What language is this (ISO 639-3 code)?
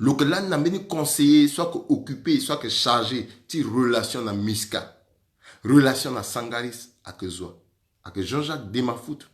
sag